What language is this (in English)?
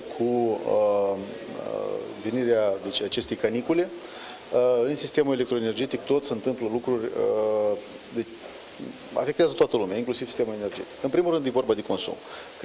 Romanian